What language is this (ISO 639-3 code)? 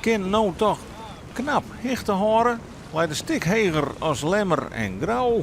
fry